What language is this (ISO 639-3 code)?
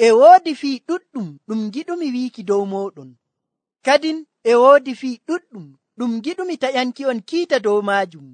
fuv